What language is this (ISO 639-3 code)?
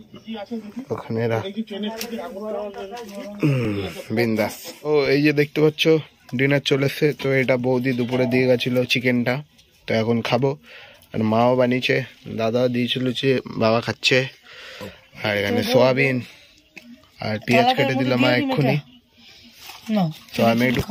ben